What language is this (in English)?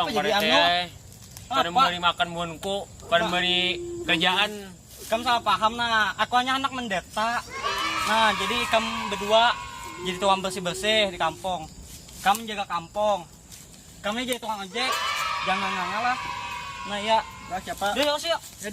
Banjar